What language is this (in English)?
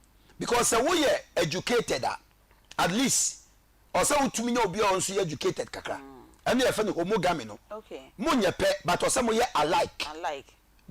Akan